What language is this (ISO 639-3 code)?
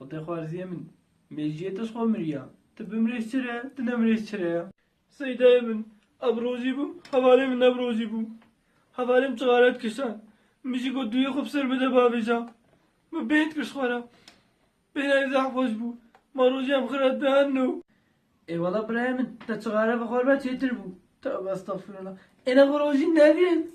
kur